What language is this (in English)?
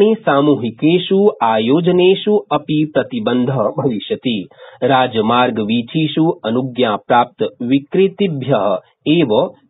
Sanskrit